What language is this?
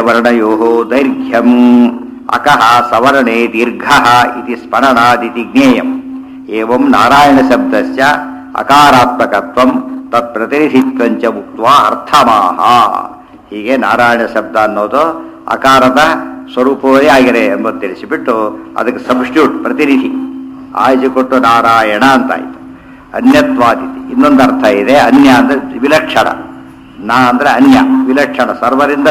Kannada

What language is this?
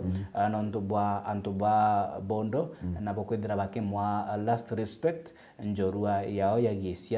Meru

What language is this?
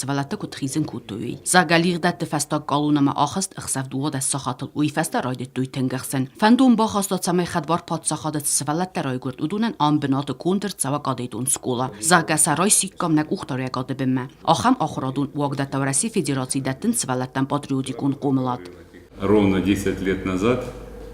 Ossetic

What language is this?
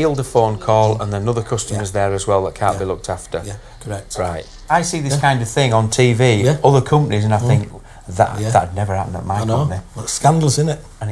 English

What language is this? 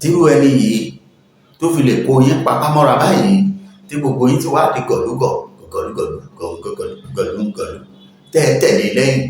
Yoruba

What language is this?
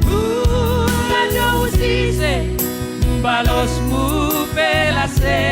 Batak Simalungun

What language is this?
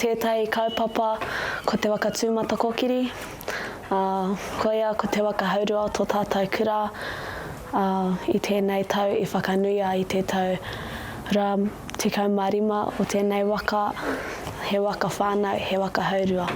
Māori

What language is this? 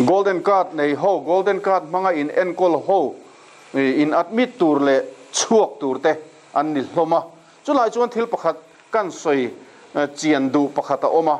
Mizo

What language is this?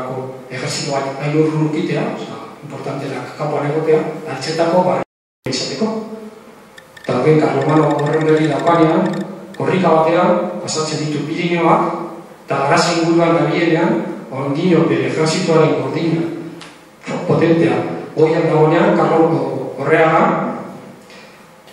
Basque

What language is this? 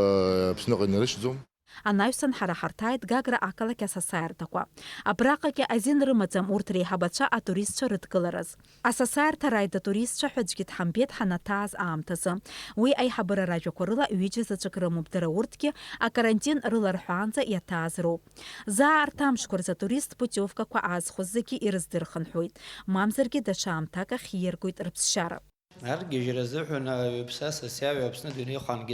Abkhazian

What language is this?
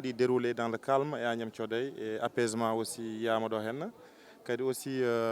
Fula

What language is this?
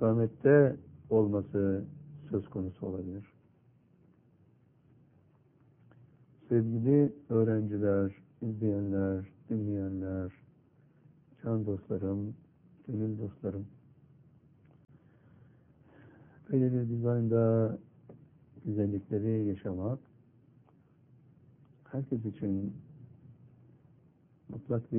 Turkish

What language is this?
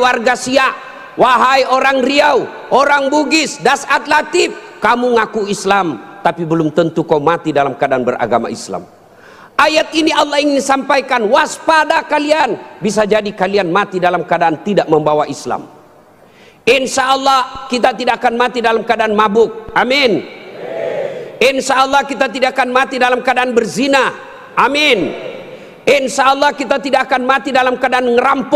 Indonesian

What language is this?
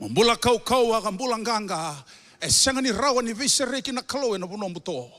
Fijian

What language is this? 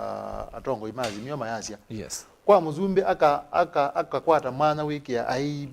Kamba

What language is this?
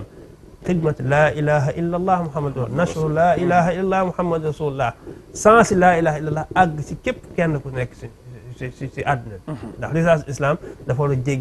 Wolof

